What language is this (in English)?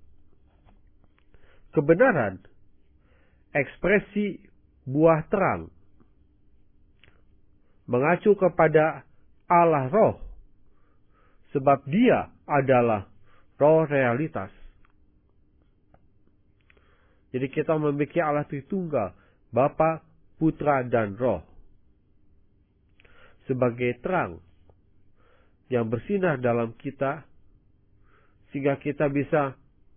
Indonesian